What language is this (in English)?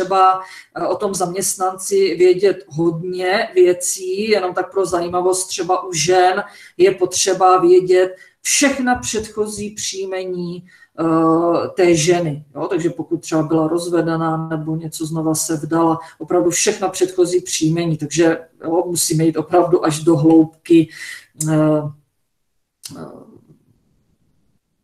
Czech